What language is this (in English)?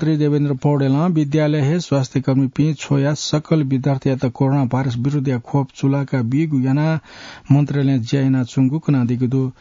Newari